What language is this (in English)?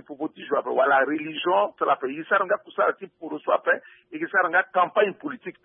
Sango